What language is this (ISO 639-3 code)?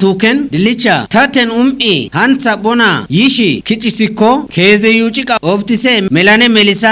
kbr